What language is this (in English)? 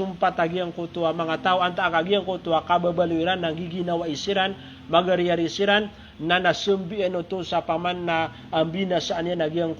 Maranao